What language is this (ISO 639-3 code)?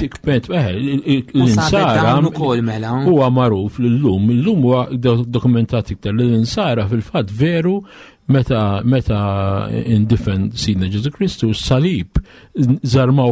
mlt